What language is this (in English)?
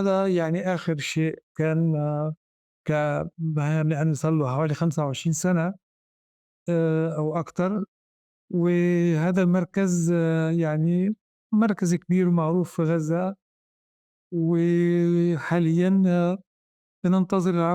North Levantine Arabic